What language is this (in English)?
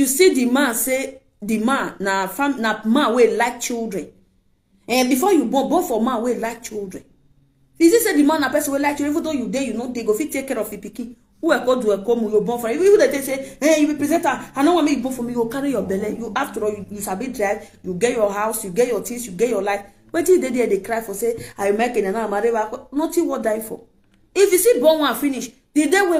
Nigerian Pidgin